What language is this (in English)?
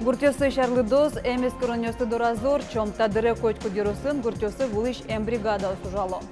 Udmurt